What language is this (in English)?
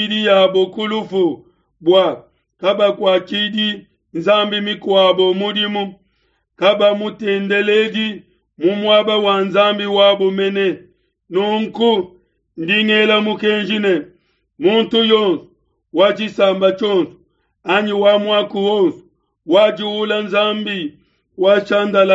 Luba-Lulua